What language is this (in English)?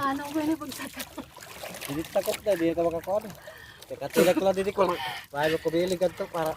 Waray